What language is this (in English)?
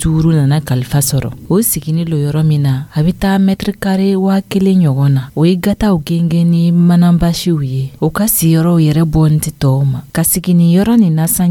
Dyula